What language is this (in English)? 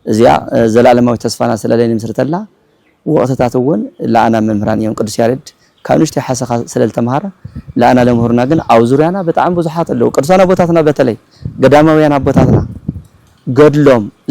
Tigrinya